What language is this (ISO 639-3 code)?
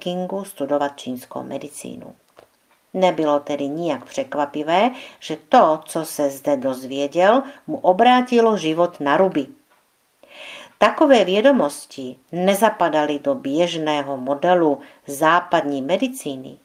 ces